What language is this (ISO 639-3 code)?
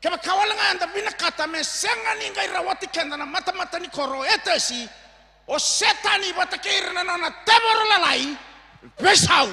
fij